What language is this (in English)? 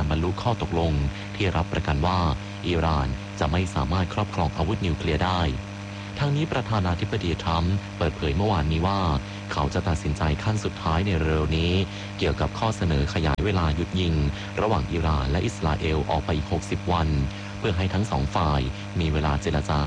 Thai